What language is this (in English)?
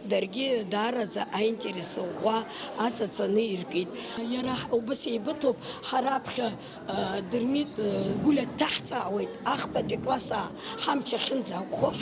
Abkhazian